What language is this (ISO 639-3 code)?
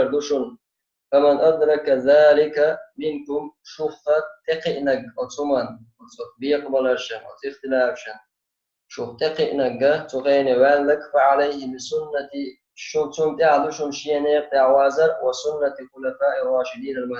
che